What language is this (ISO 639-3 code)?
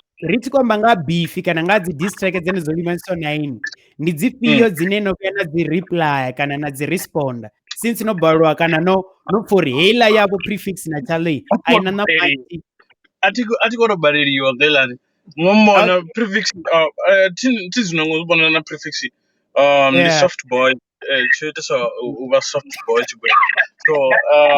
ven